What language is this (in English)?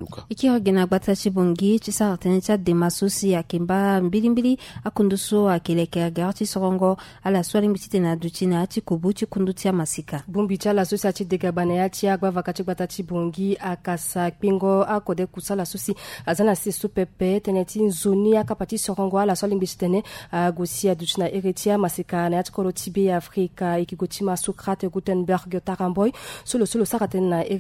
Sango